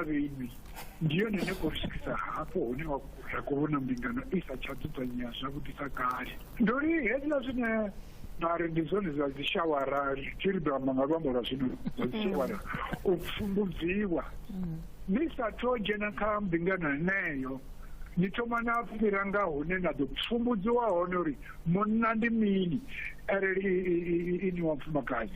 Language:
Venda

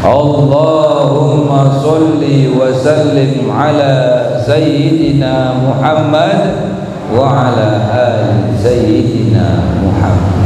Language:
Sasak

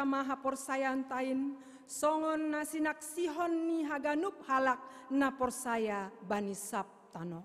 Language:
Batak Simalungun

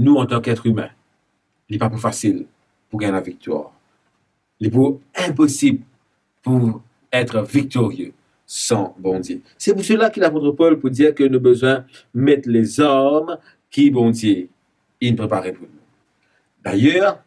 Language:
Morisyen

